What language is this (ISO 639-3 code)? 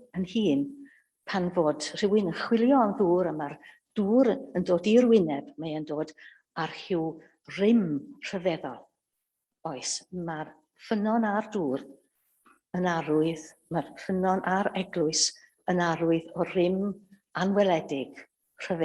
cym